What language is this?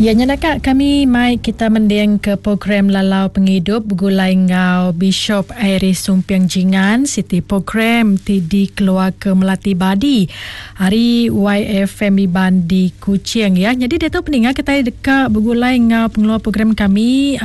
Iban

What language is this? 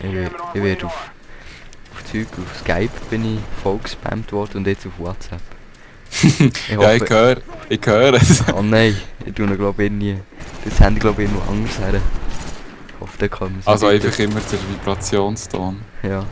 Swiss German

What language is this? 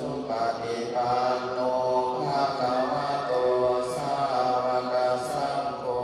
Pali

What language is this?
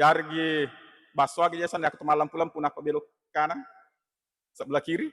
Buginese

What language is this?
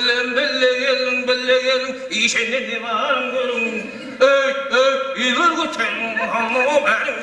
Kara-Kalpak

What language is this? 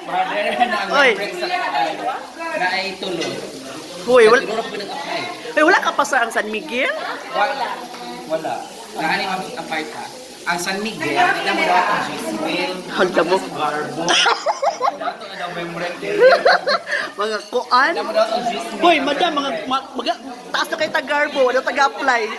Cebuano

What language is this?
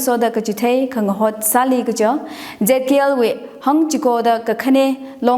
Tangkhul Naga (India)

